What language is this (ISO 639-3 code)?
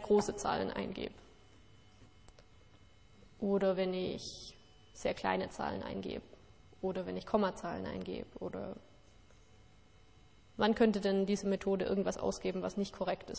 deu